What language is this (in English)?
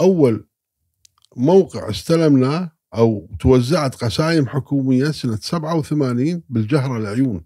Gulf Arabic